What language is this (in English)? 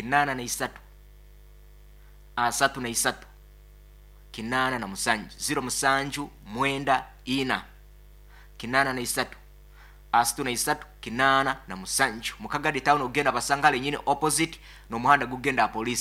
Nyoro